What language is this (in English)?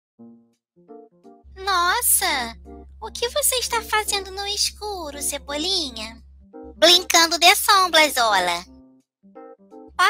Portuguese